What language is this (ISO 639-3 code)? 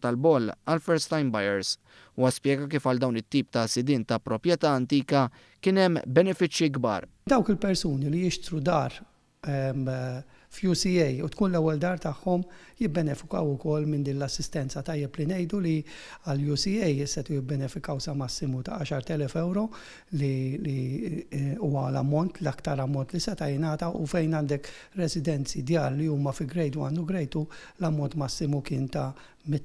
mlt